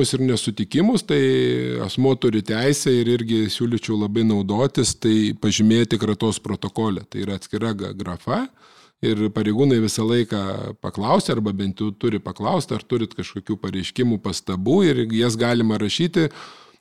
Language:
Lithuanian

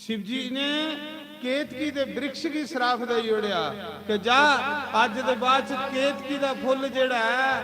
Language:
Dogri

